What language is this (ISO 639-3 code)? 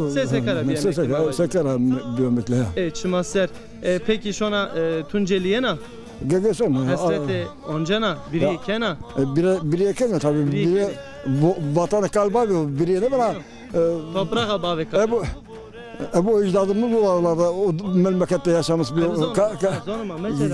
zza